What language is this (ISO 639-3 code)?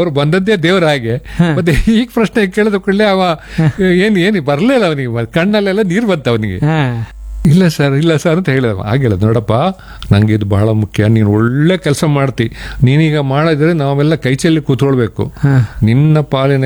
kan